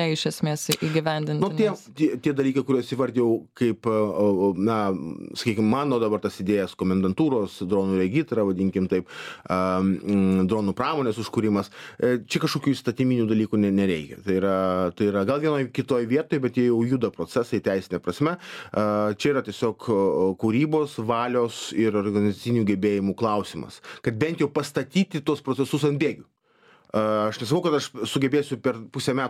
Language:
Lithuanian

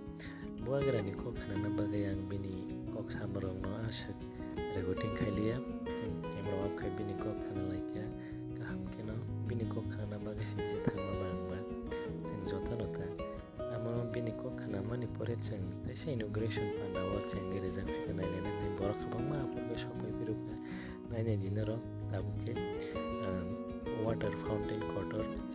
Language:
Kok Borok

